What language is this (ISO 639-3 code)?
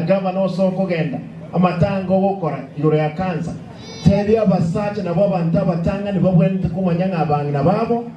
guz